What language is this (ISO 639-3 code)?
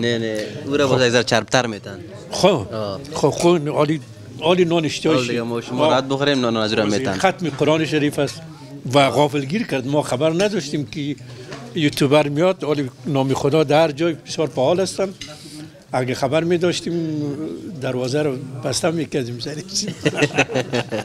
fas